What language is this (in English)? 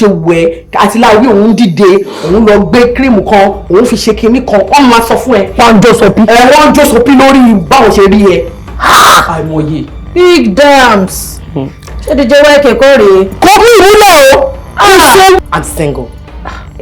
Yoruba